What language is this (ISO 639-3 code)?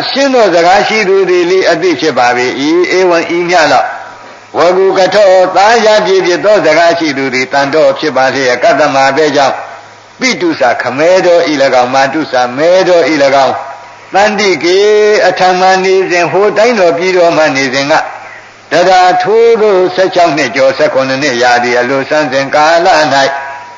mya